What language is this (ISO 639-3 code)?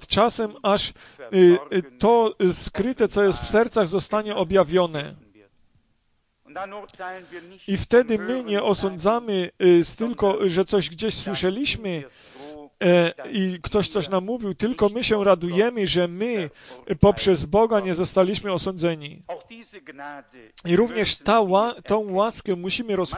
pol